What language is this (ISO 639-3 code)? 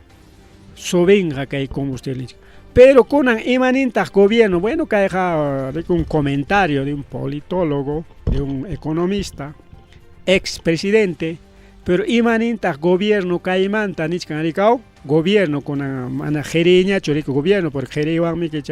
quy